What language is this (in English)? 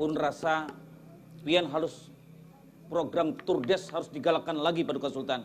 Banjar